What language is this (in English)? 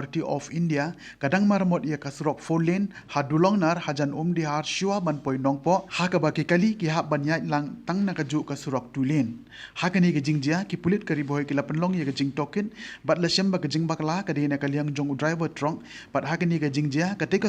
Khasi